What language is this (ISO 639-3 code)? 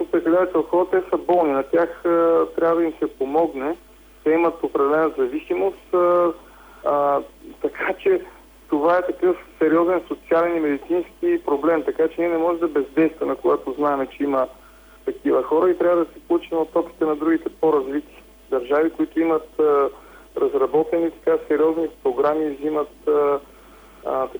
bul